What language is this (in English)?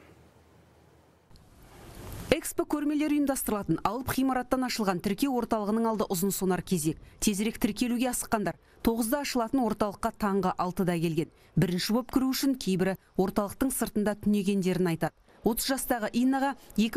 Kazakh